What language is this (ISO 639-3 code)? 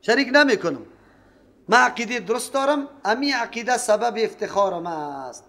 fas